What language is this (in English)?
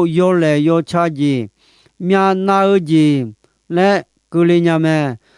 Akha